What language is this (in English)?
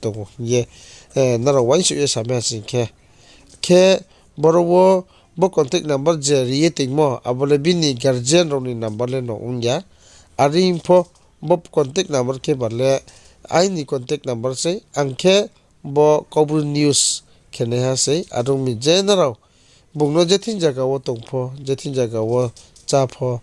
Riang (India)